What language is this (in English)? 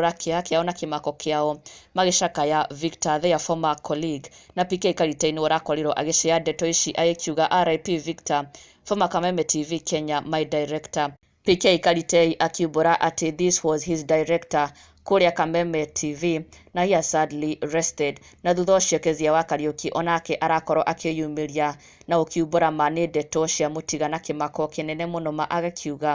Kikuyu